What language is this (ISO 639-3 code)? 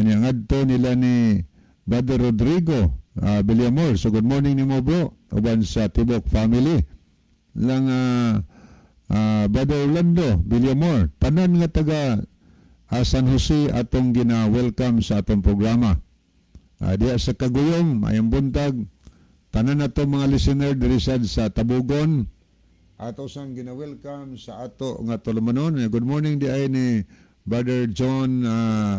ceb